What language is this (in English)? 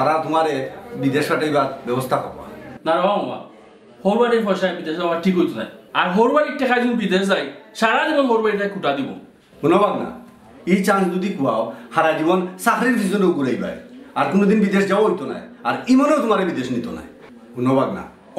Sylheti